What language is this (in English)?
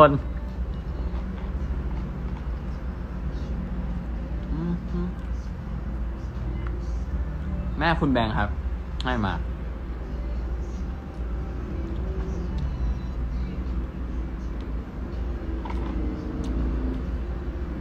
Thai